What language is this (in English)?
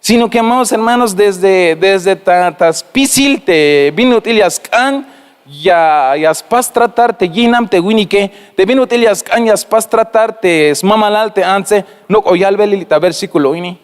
Tzeltal